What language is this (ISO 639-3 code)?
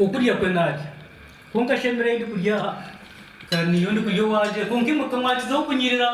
nyn